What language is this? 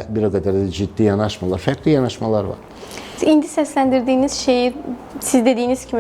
Azerbaijani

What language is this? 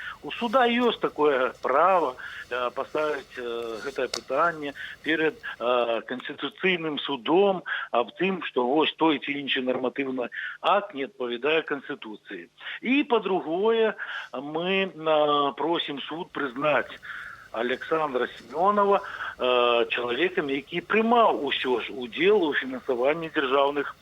Belarusian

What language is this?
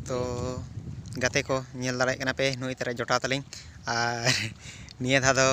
Santali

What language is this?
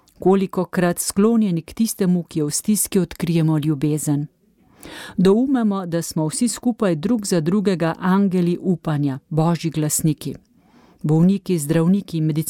Slovenian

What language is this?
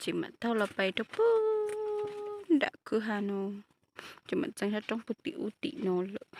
Hmong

